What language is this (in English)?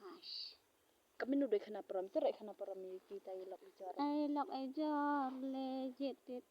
Khasi